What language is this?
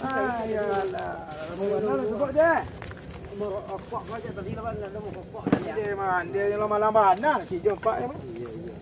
Minangkabau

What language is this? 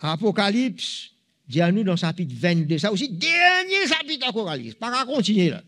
Morisyen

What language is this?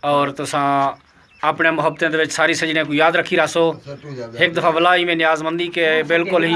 Saraiki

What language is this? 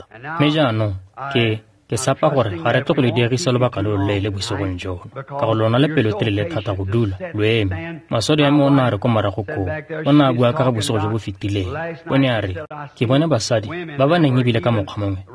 Tswana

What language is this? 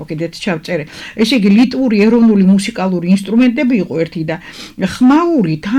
Georgian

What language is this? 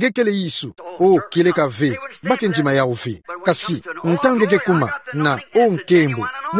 Kituba (Democratic Republic of Congo)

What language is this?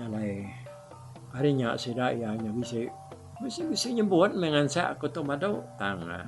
Iban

